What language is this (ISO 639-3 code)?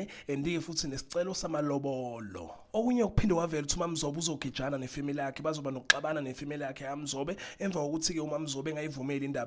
zul